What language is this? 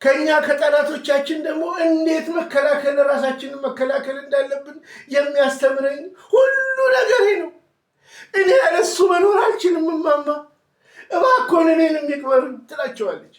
Amharic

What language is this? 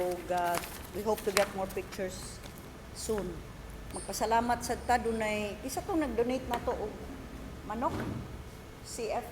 Cebuano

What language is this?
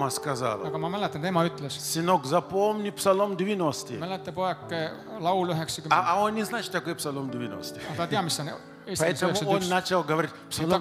Russian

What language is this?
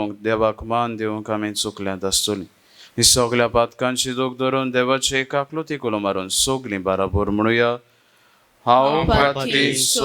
Konkani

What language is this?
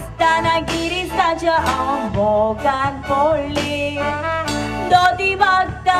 Konkani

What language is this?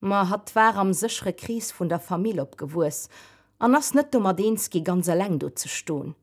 Luxembourgish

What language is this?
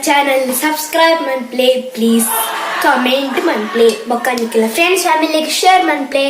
Tulu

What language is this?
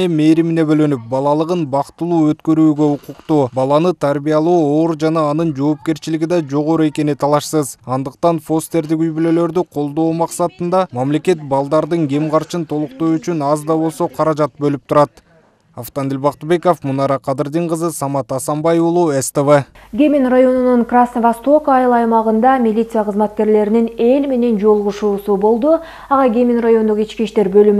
Kyrgyz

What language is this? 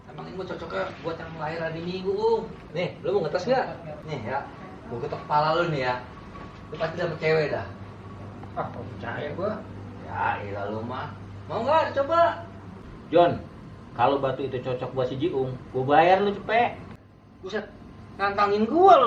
Betawi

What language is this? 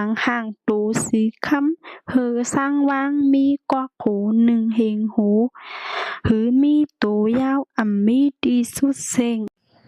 Shan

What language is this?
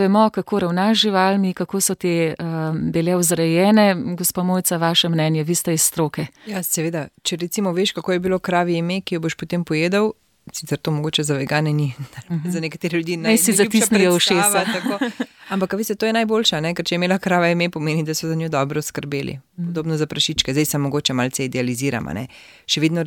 Slovenian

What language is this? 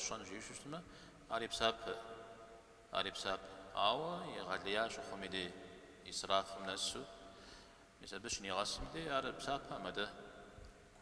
Kabardian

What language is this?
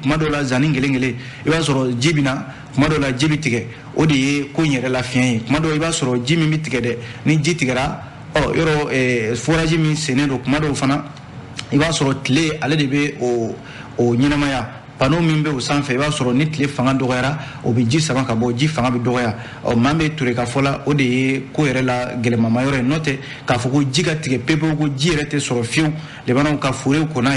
Bambara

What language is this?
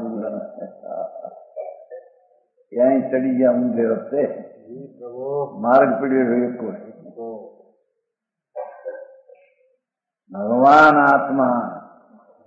Gujarati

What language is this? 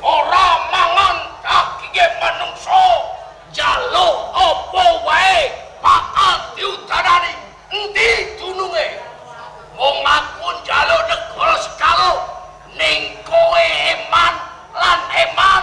Javanese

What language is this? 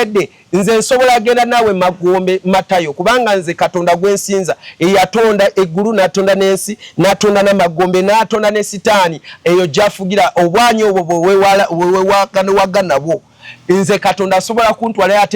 Ganda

